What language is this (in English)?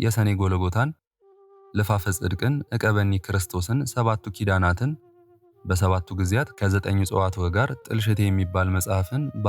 Amharic